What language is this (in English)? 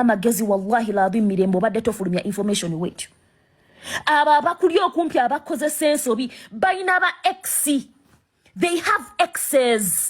Ganda